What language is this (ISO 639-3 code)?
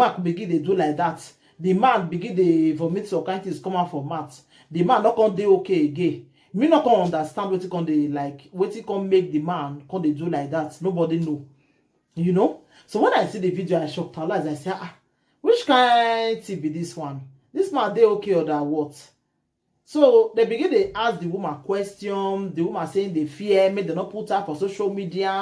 pcm